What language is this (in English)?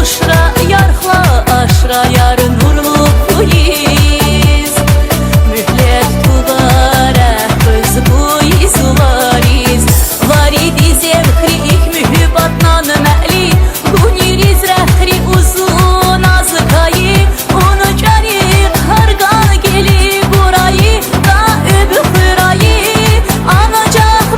Tabassaran